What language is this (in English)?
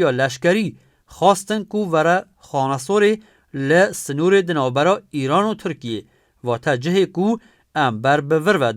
Kurdish